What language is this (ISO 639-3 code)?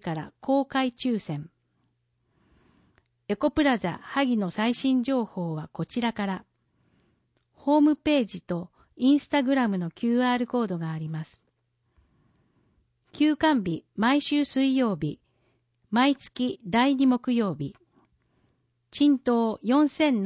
jpn